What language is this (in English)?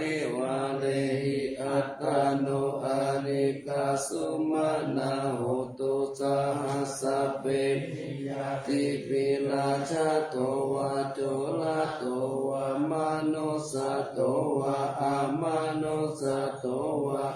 Pali